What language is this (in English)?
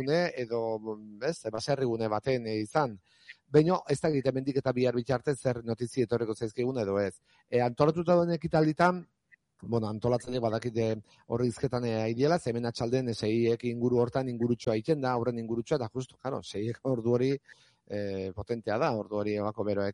Basque